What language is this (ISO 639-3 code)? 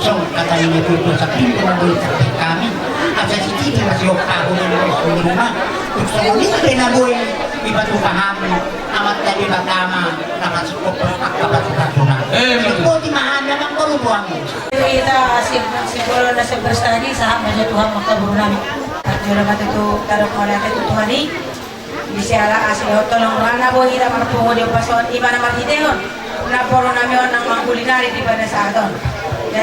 bbc